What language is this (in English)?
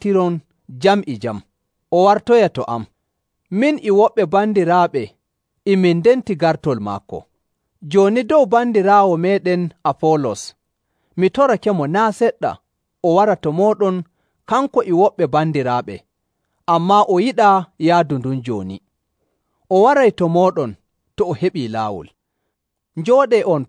Nigerian Fulfulde